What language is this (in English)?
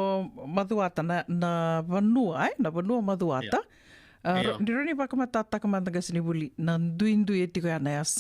Fijian